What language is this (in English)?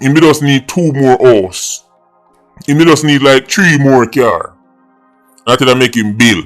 Jamaican Creole English